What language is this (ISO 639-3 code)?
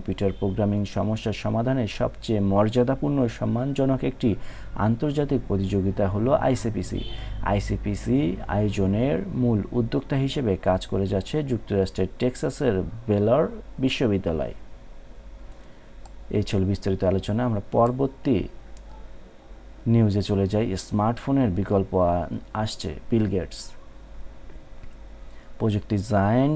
ben